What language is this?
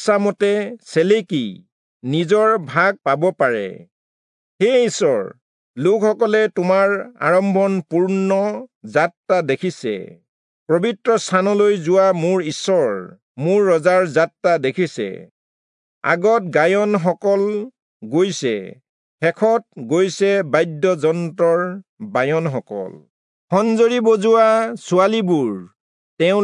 Assamese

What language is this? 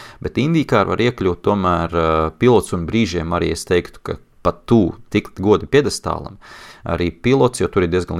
Latvian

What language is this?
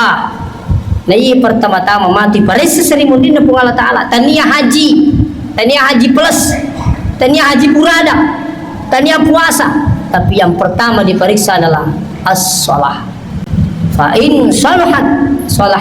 Buginese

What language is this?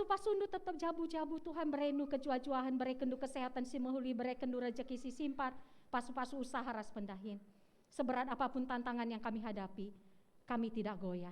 Batak Karo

